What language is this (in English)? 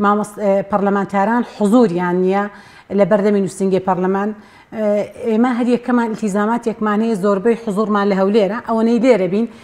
Central Kurdish